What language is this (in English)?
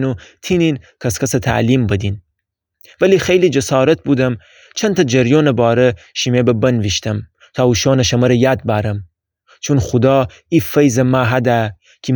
Gilaki